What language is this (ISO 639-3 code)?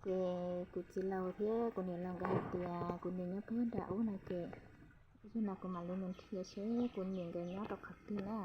hmn